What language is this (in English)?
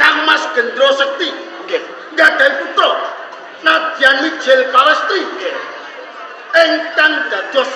Javanese